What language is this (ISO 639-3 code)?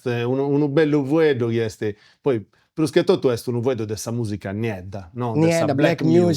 srd